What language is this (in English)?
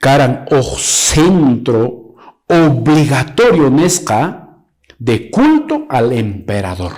Quechua